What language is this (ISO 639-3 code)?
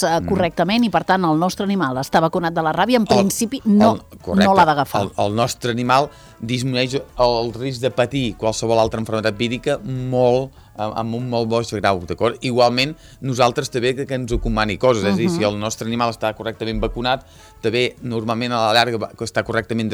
cat